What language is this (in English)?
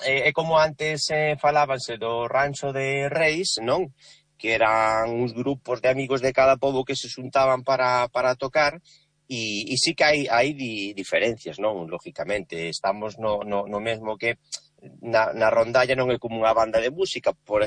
Galician